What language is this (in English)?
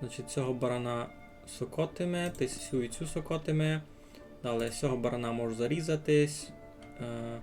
Rusyn